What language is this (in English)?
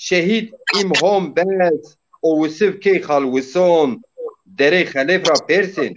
Zaza